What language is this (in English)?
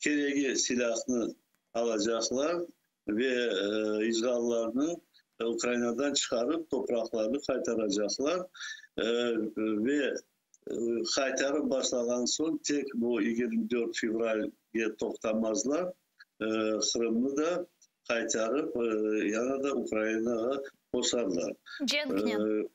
Crimean Tatar